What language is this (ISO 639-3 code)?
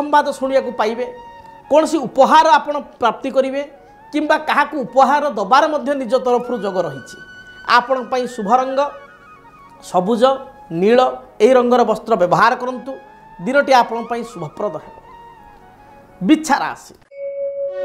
ori